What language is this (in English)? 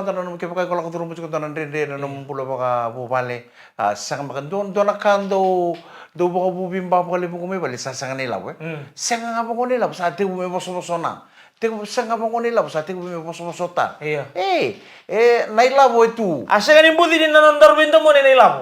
Fijian